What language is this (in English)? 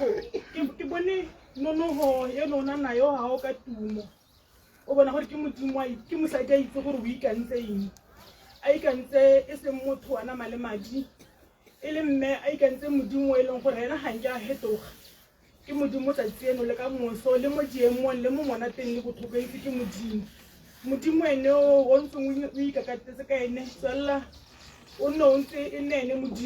Tswana